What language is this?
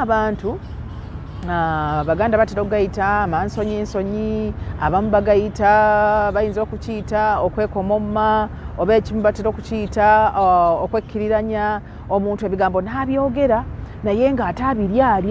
Ganda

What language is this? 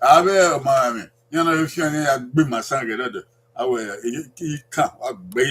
Bini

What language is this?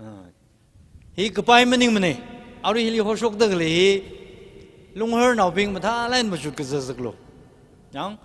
Tangkhul Naga (India)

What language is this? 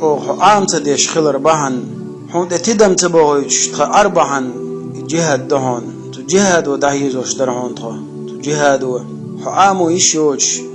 Chechen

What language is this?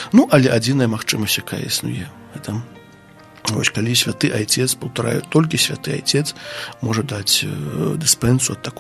Belarusian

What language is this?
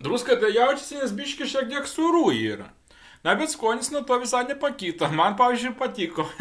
Lithuanian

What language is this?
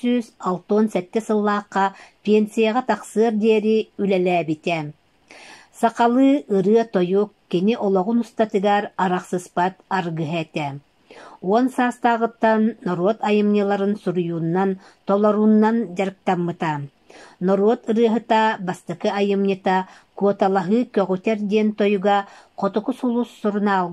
Yakut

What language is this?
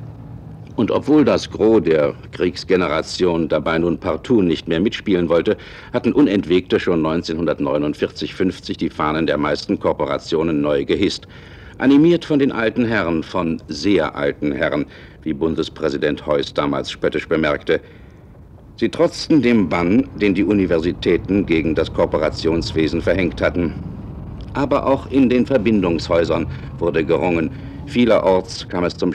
German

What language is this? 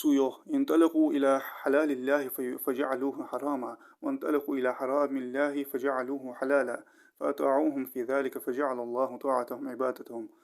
Ingush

